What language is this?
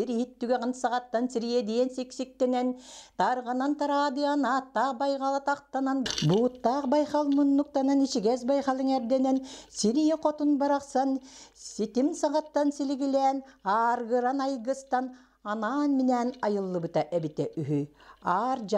Yakut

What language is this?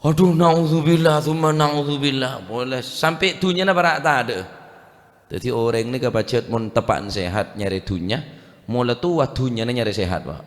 Madurese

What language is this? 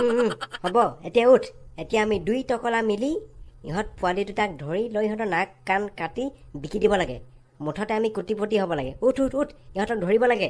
Assamese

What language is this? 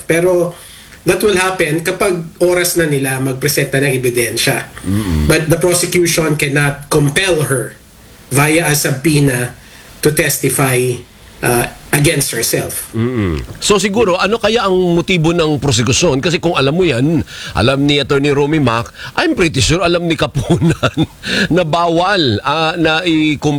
Filipino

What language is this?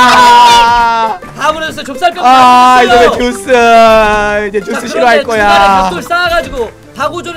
Korean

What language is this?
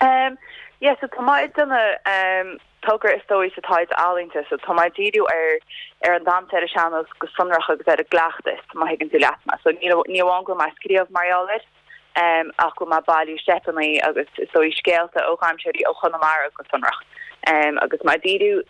Irish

